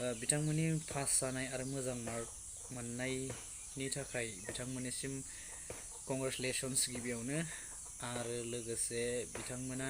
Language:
Bodo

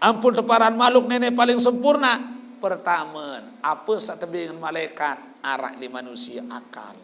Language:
Sasak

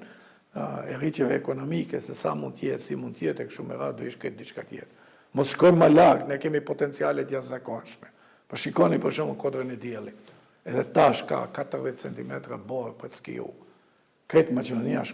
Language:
Albanian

